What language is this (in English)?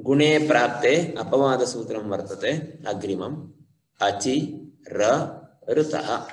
Sanskrit